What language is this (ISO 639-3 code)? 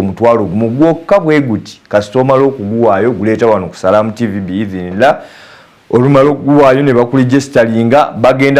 lug